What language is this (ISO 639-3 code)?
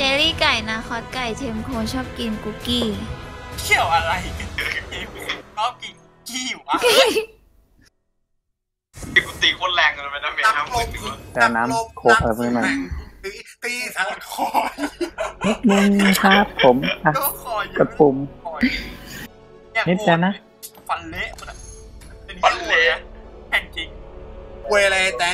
tha